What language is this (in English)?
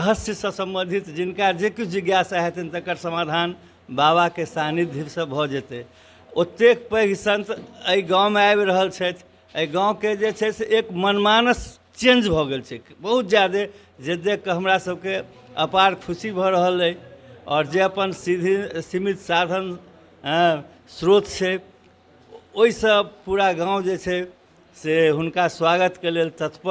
Maithili